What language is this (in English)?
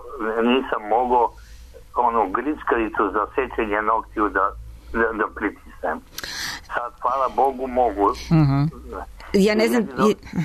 Serbian